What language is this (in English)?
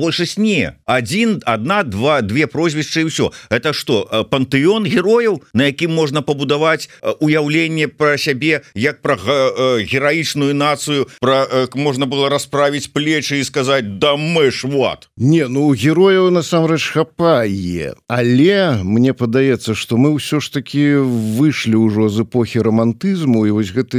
Belarusian